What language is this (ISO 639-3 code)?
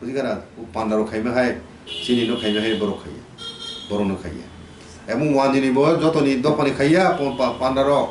trp